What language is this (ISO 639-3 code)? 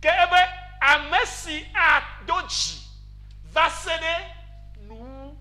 ewe